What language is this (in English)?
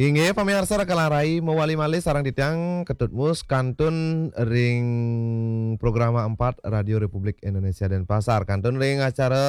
Balinese